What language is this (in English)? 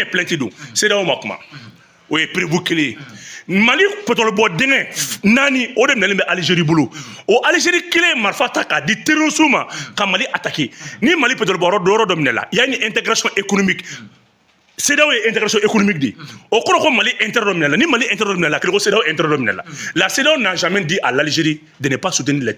Bambara